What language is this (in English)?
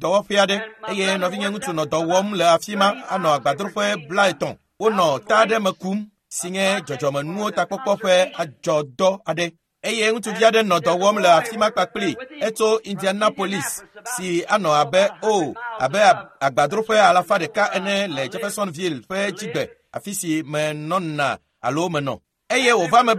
Ewe